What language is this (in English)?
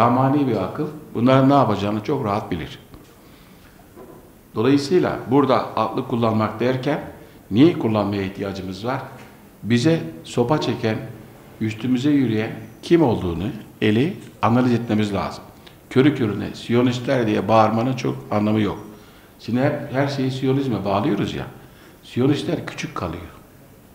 Turkish